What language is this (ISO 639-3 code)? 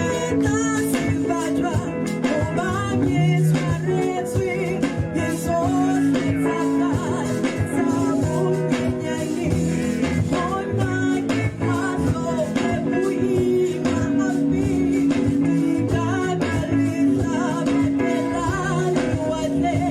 tsn